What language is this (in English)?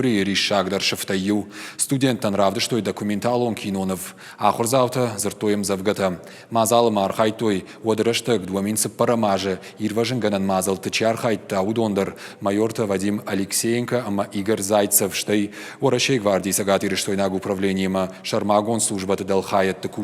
Ossetic